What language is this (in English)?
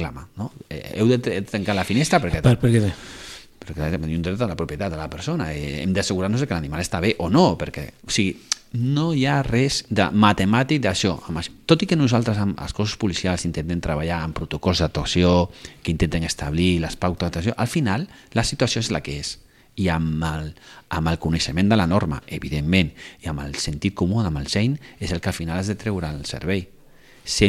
Catalan